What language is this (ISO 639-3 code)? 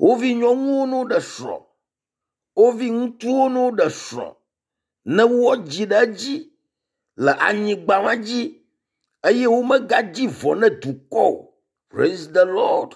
ewe